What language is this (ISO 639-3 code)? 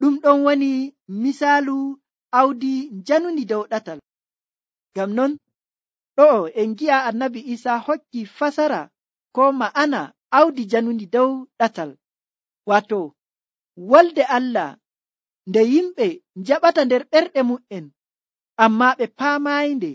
fuv